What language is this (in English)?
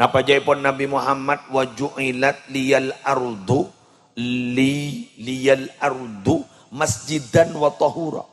Madurese